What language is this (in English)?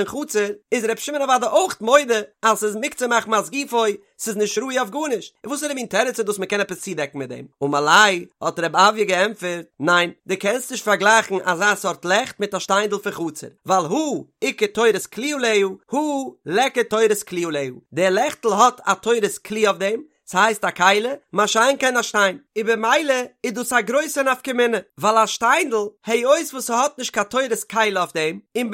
Yiddish